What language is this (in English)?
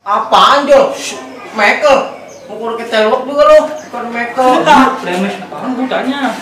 Betawi